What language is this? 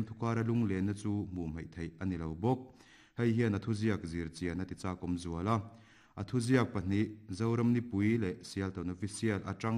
Mizo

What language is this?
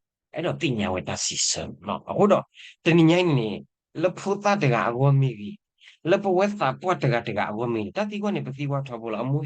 S'gaw Karen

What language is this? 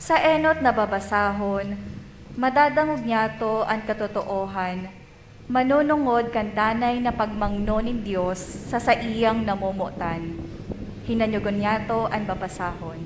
Bikol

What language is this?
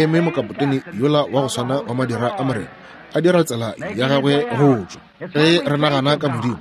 Northern Sotho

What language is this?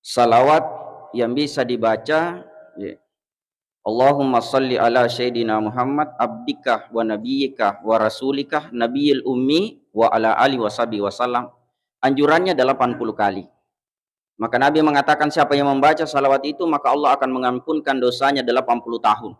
Buginese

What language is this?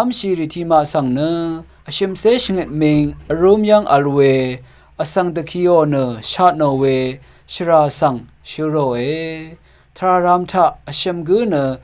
Rawang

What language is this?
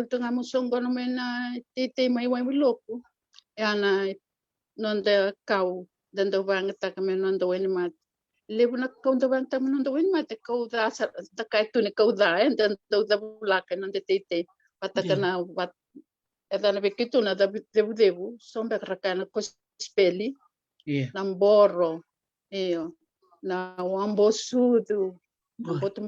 Fijian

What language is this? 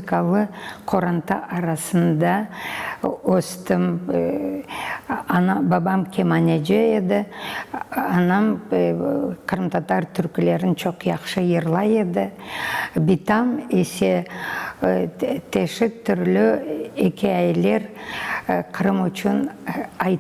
Crimean Tatar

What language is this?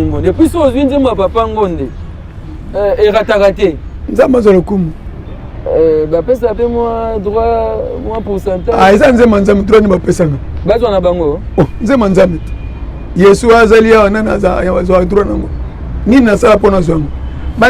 Lingala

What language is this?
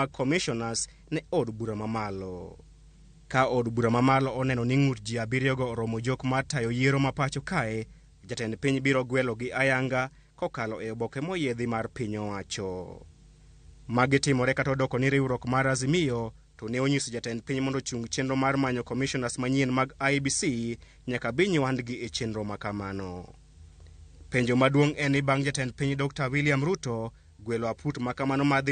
Luo (Kenya and Tanzania)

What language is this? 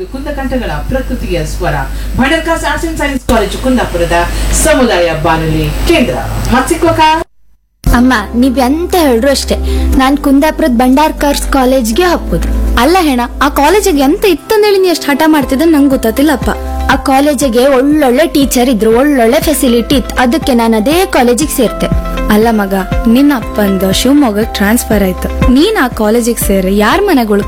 Kannada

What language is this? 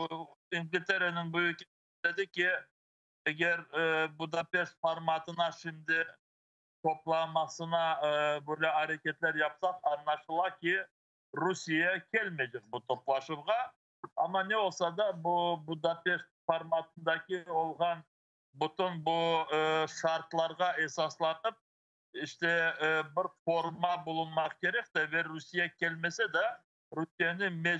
Crimean Tatar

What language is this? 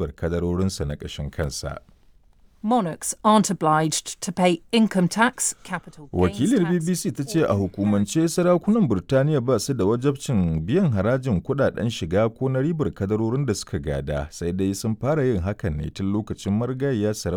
Hausa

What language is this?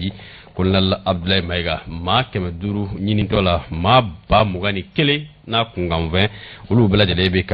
Bambara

